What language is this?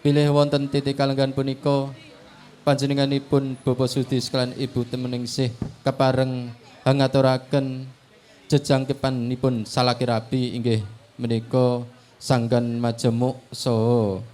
Javanese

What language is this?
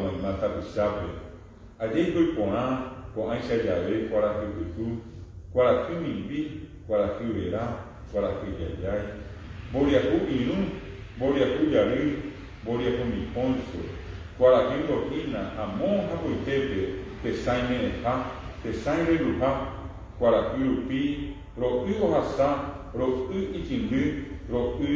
Guarani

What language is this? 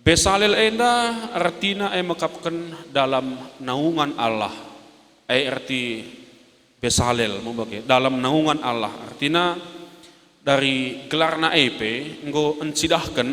Batak Karo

